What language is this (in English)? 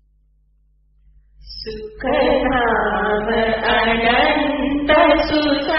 Gujarati